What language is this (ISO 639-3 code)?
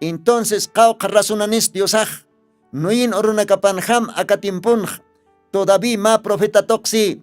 aym